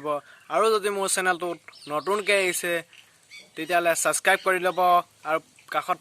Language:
Assamese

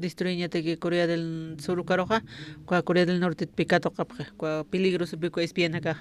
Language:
Aymara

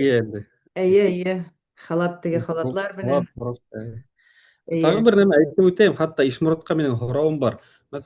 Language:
Bashkir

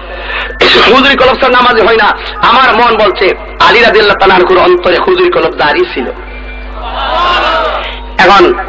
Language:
Bangla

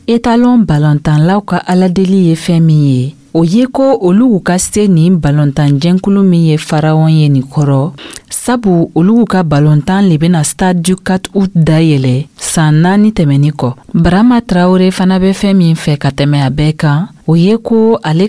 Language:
Dyula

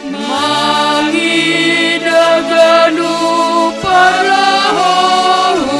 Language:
Batak Simalungun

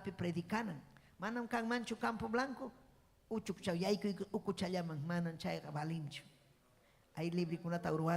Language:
Ayacucho Quechua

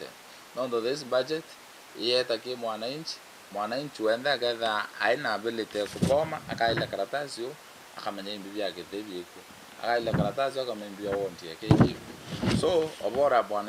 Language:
Meru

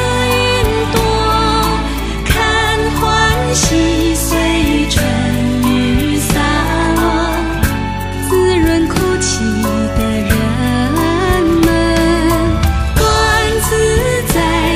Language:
Chinese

